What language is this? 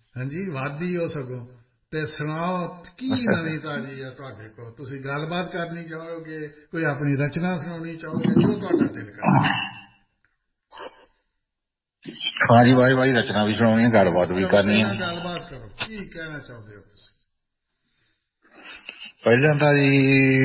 Punjabi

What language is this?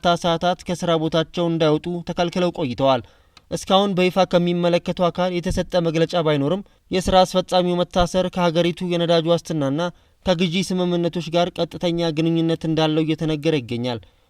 Amharic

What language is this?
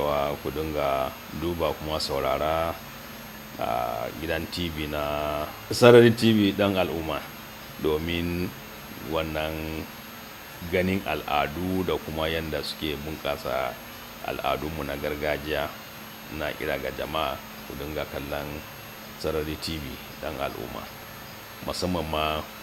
Hausa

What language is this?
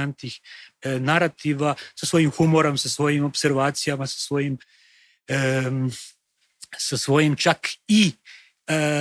Croatian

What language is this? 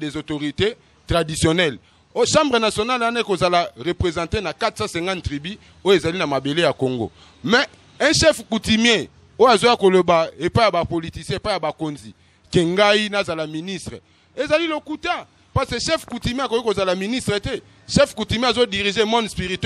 Lingala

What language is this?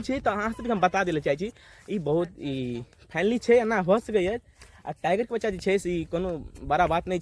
Maithili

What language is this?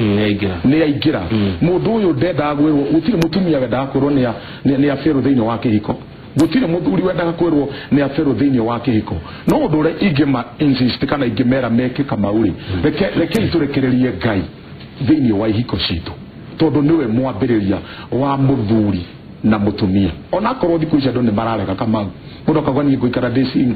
Kikuyu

